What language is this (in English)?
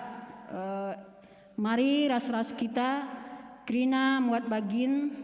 Batak Karo